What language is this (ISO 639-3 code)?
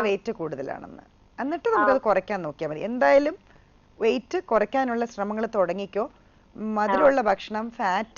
mal